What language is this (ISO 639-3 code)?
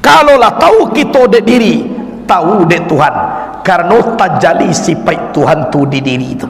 min